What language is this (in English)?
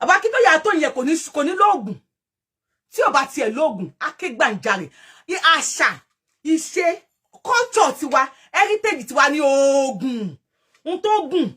Yoruba